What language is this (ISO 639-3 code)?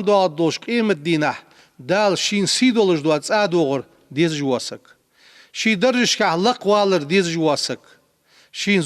inh